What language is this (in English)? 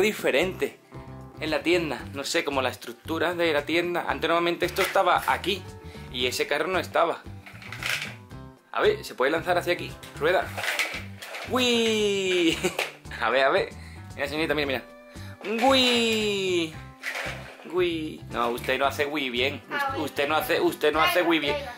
Spanish